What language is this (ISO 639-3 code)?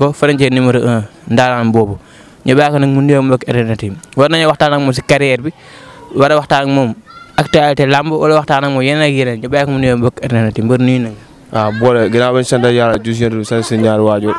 wol